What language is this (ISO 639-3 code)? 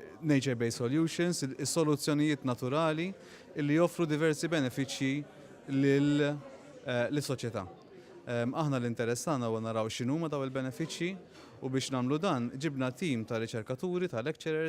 mlt